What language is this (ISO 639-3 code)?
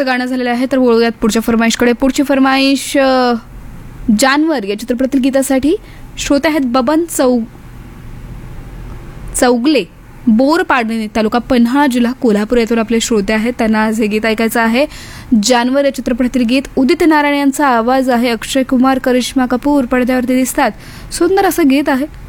mar